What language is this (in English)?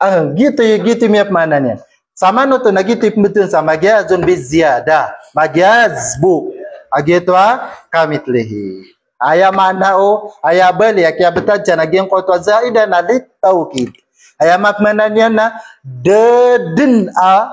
Maranao